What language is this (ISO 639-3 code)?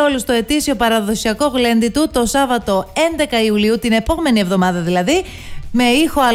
ell